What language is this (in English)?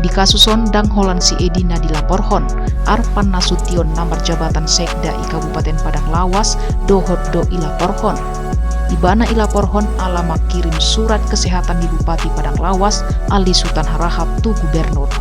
Batak Toba